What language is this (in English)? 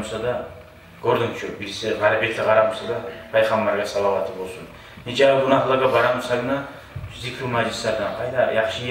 Kumyk